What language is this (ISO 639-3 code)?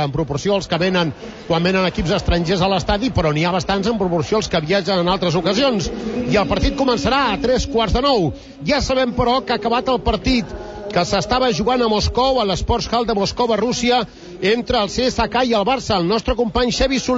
cat